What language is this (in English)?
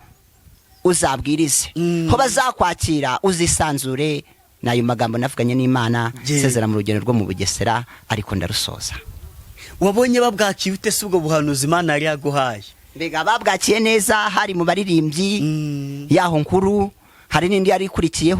Kinyarwanda